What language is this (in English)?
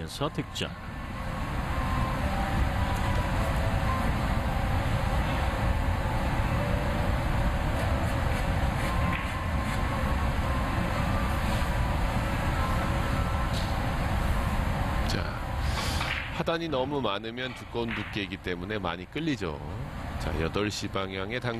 Korean